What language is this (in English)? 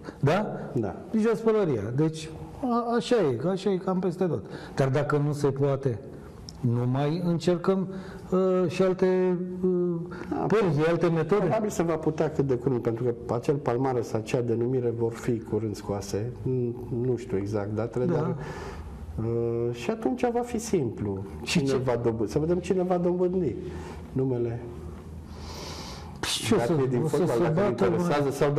Romanian